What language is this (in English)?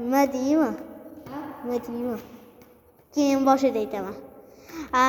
Uzbek